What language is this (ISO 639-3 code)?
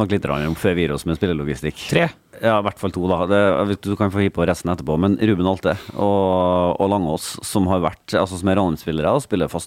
nor